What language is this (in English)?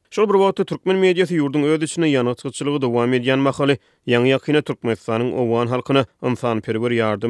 Turkmen